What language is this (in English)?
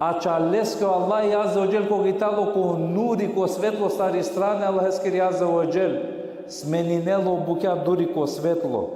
Balkan Romani